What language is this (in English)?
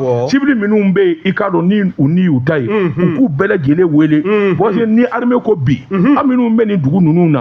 Bambara